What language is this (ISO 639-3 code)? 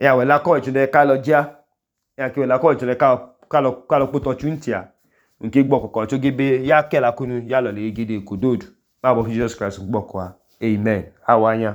idu